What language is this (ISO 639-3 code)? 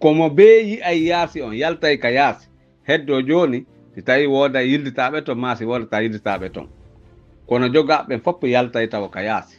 fuf